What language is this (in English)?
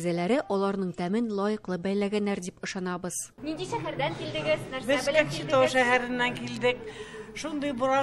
Tatar